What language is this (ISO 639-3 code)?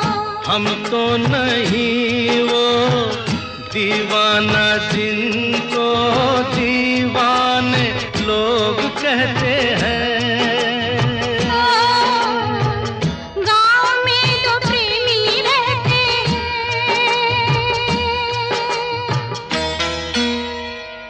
hin